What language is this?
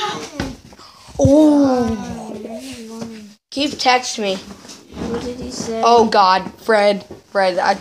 English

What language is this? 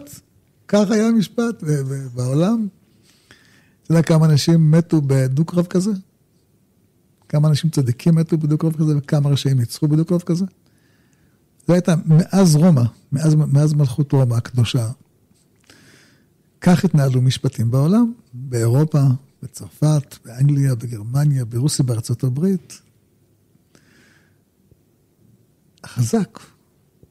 Hebrew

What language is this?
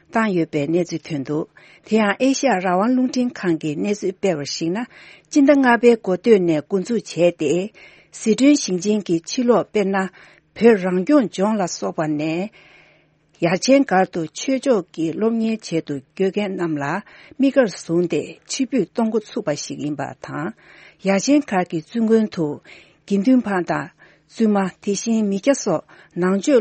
Tibetan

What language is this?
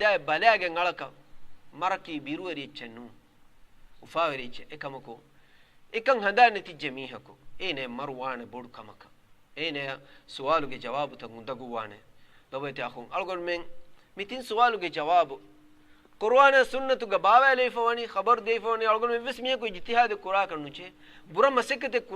Divehi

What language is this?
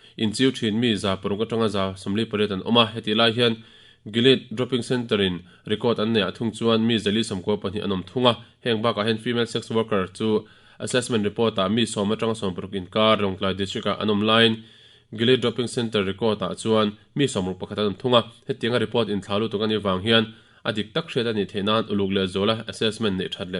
Mizo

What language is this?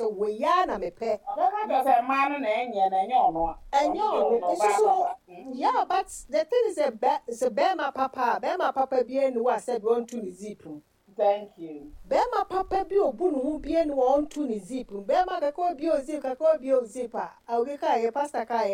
Akan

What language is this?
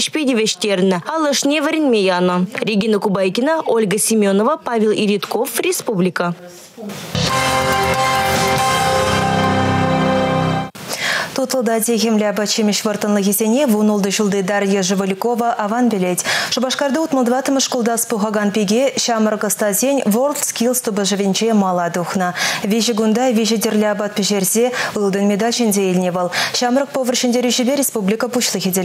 Chuvash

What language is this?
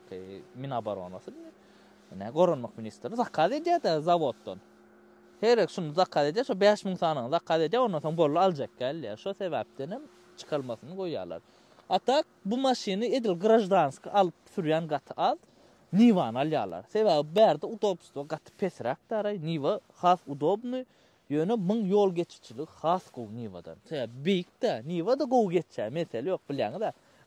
Turkmen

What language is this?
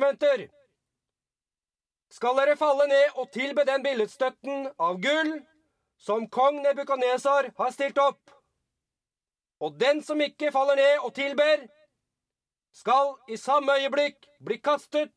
Norwegian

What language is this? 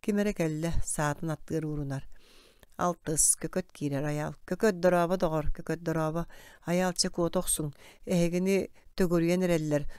Yakut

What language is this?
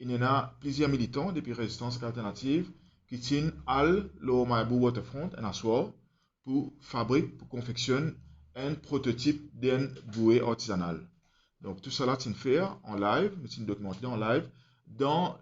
Morisyen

